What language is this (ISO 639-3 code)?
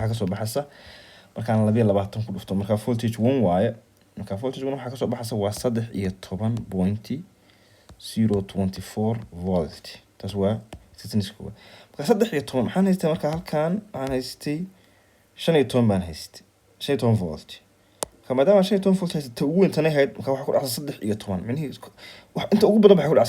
som